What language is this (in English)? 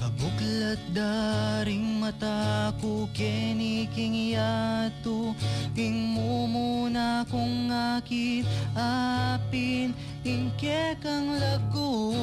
Pampanga